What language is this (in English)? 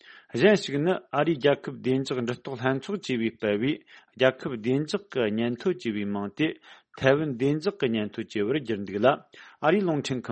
Tibetan